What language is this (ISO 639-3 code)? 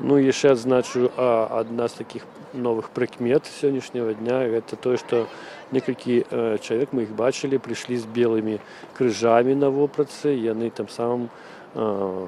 bel